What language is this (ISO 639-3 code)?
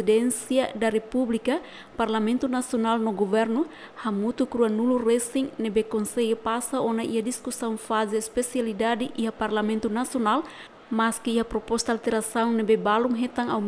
tet